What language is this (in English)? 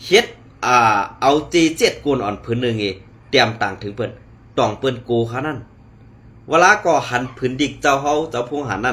Shan